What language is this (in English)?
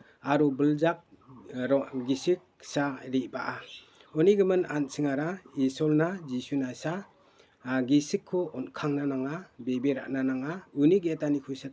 Garo